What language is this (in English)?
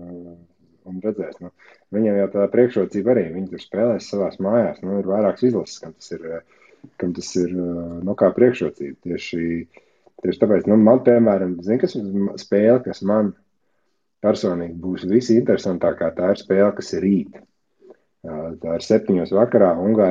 Latvian